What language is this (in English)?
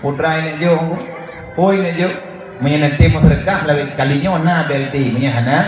Achinese